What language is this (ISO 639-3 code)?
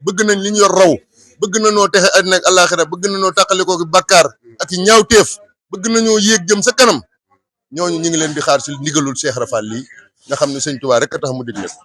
wol